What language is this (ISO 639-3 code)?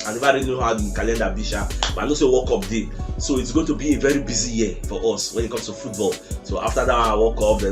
pcm